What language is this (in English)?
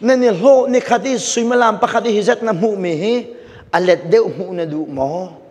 Hakha Chin